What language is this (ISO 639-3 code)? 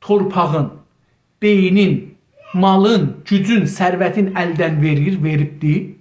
azb